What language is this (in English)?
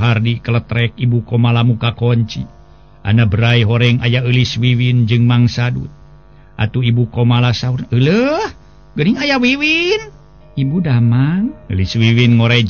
Sundanese